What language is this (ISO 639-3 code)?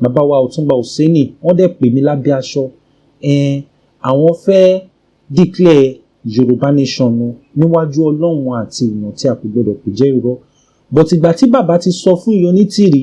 yor